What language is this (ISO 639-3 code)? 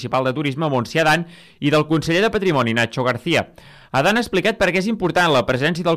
cat